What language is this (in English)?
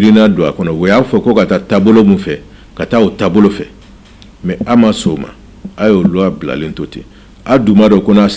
Bambara